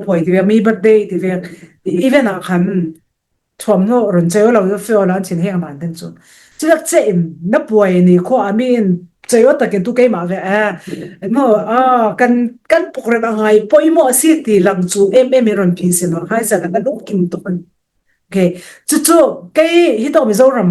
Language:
Falam Chin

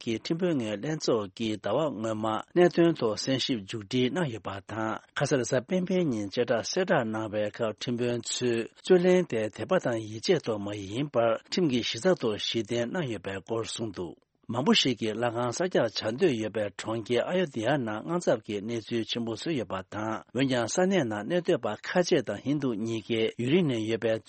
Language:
Tibetan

